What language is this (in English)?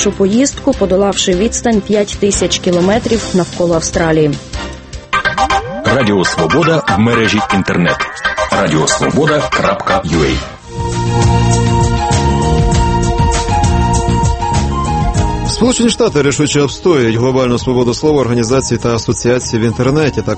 Ukrainian